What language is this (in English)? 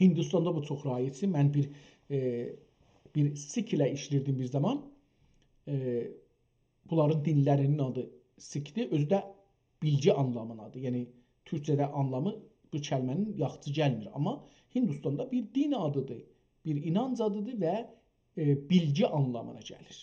South Azerbaijani